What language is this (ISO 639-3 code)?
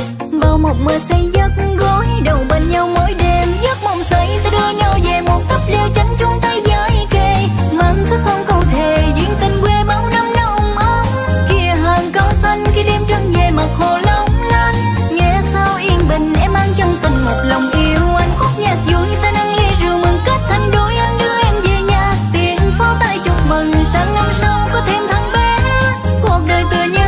vie